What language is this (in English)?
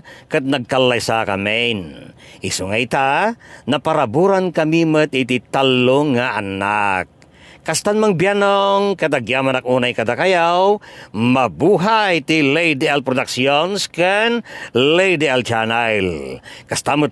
Iloko